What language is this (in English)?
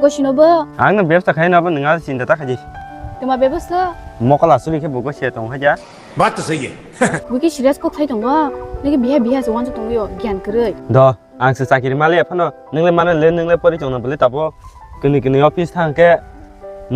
Kok Borok